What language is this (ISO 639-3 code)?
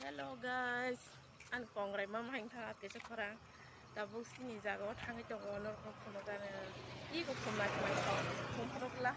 trp